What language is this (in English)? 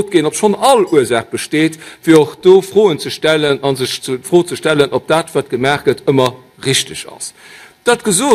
Luxembourgish